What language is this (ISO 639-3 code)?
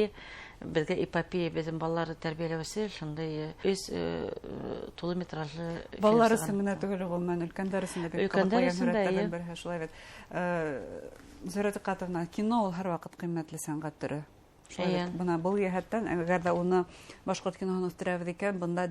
bak